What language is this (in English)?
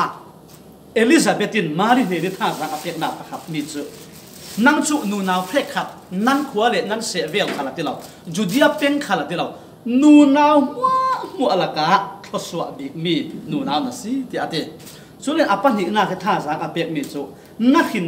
Falam Chin